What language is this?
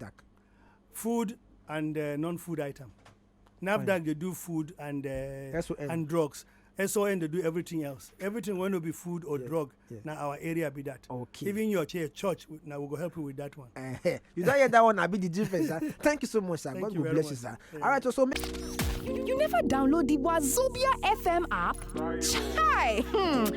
Nigerian Pidgin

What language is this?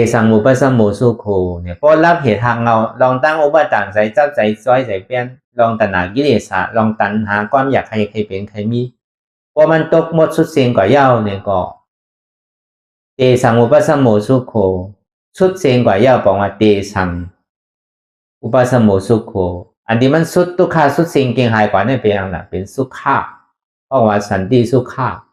Shan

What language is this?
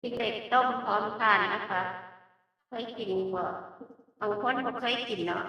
Northeastern Thai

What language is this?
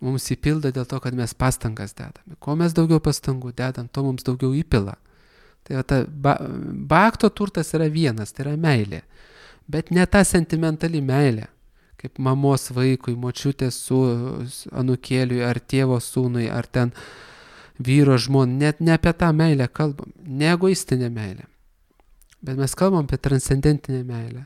Lithuanian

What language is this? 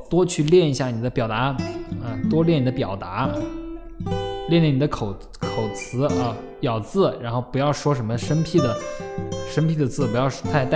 Chinese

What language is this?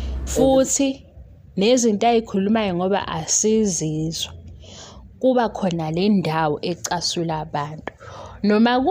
Zulu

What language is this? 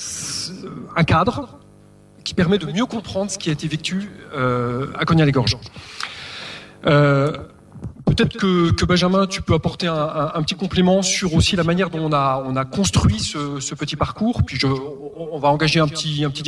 French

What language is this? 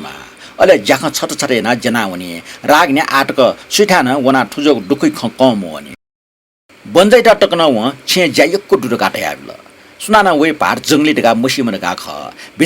Newari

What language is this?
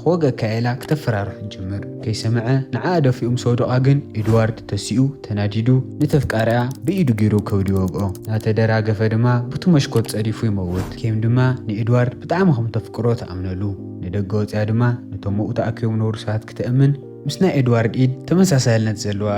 Tigrinya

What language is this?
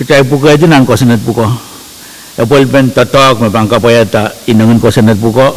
Pohnpeian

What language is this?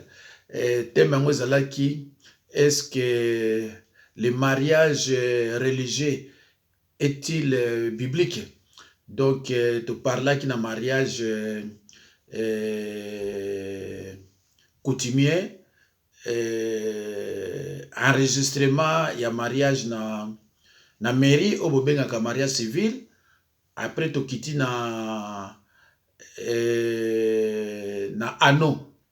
Lingala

